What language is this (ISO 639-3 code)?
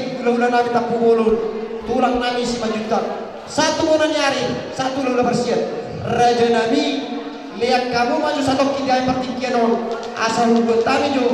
bbc